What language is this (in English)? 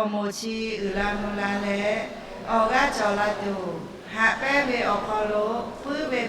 Lahu